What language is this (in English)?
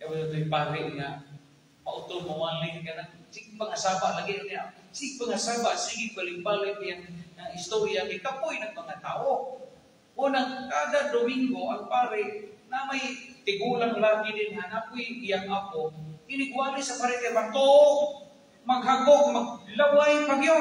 Cebuano